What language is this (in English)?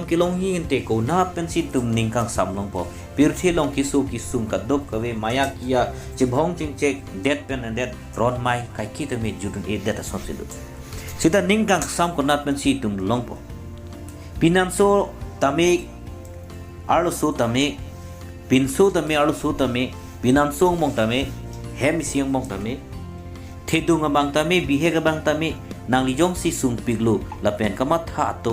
Karbi